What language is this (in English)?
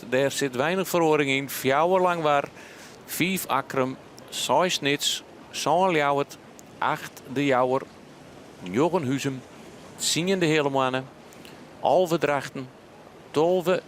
Western Frisian